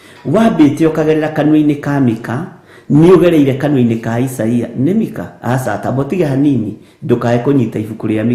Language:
Kikuyu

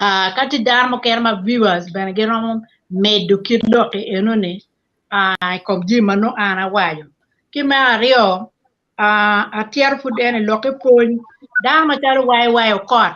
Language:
Acoli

